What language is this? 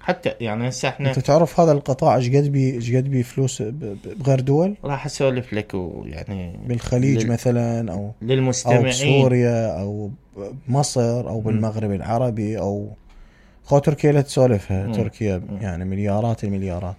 Mesopotamian Arabic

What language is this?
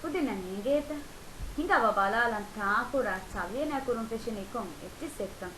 Divehi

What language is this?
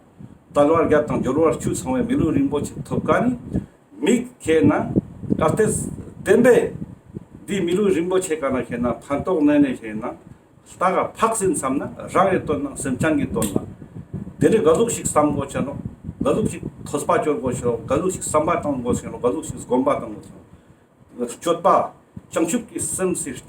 Ladakhi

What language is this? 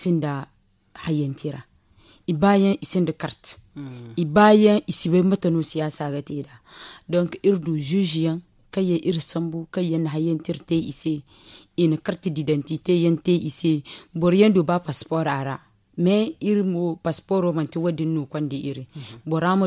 Zarma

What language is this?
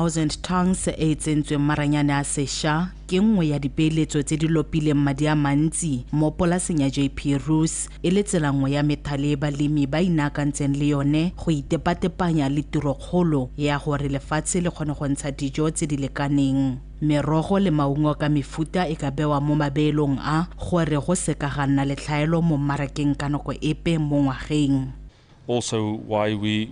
Tswana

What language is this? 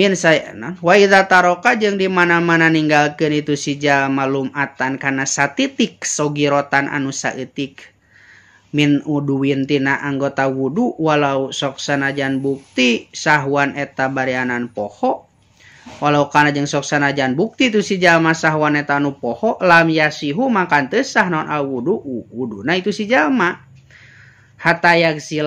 Sundanese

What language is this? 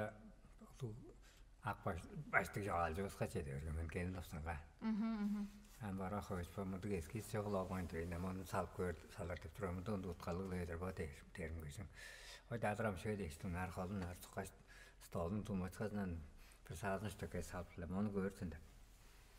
Tuvinian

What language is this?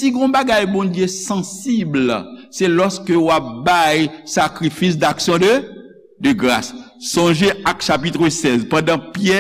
Haitian Creole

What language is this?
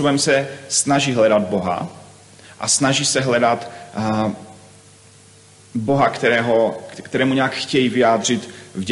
Czech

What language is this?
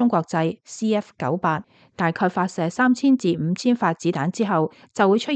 Cantonese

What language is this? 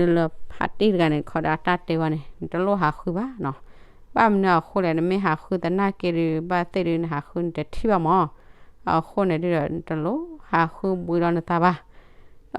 S'gaw Karen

